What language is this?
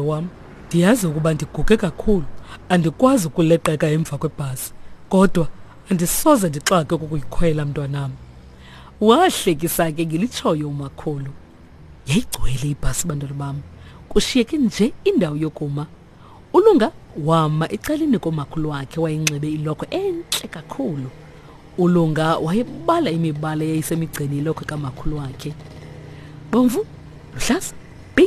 Xhosa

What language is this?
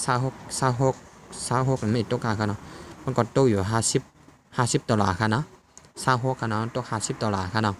Shan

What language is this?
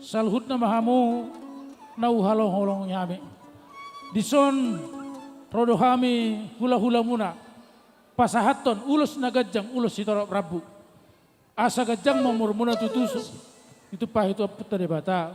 Batak Simalungun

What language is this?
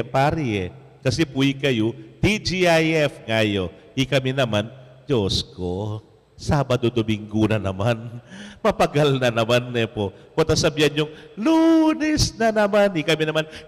Pampanga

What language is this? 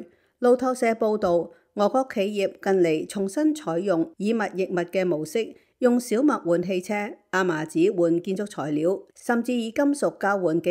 Cantonese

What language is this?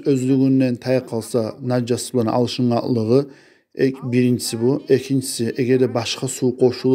Kumyk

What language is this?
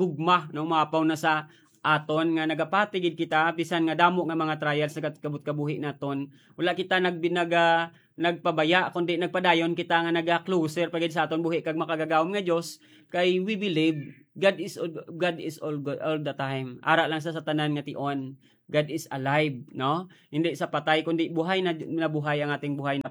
Hiligaynon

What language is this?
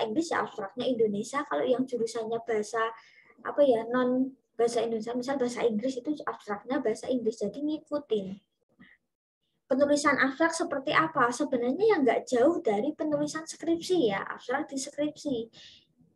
Indonesian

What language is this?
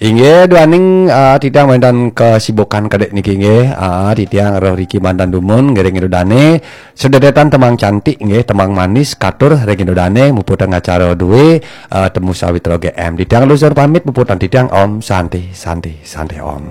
Balinese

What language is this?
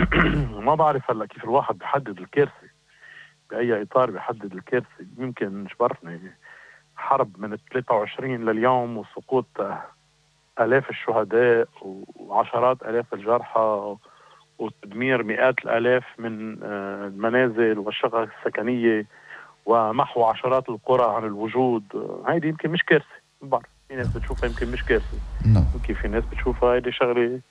North Levantine Arabic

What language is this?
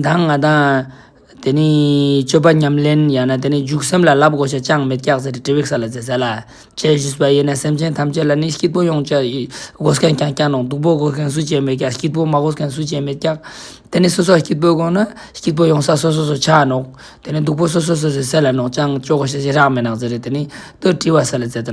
Ladakhi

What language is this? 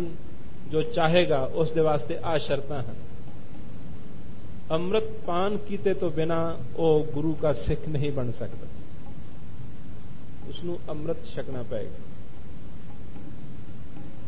Punjabi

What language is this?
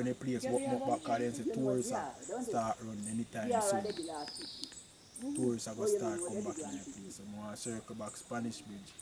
Jamaican Creole English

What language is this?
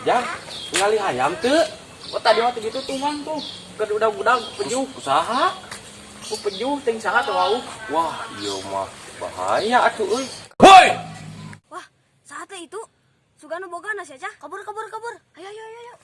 Sundanese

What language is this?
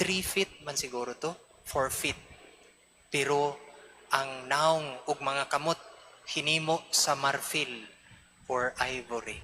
Cebuano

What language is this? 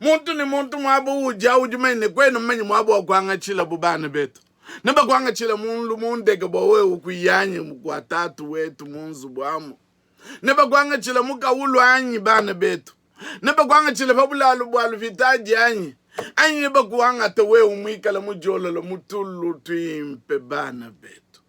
Luba-Lulua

